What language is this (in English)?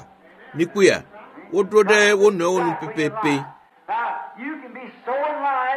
Ewe